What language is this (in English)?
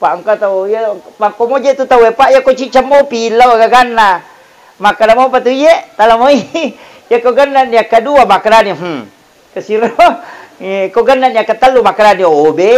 Buginese